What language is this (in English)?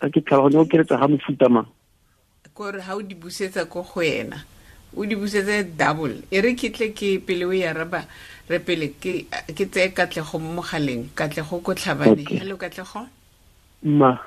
Tswana